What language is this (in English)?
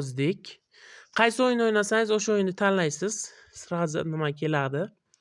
Uzbek